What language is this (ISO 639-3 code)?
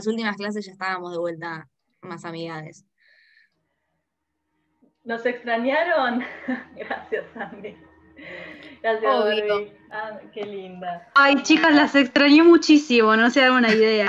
spa